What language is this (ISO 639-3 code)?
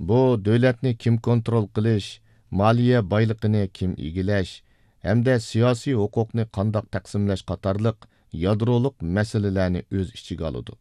uig